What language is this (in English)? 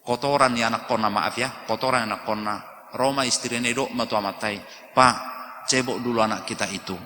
Batak Toba